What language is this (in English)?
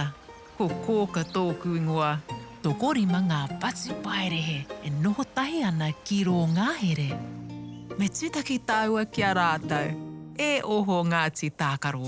Māori